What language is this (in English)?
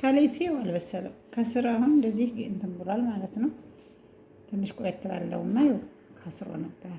Amharic